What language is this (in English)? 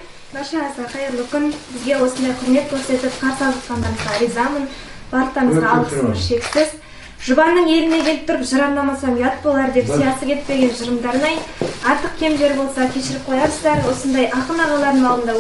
Kazakh